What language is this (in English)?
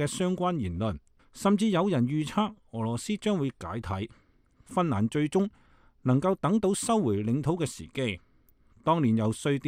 Cantonese